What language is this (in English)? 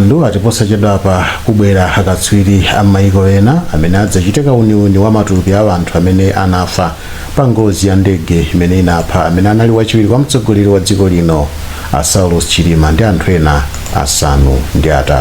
Nyanja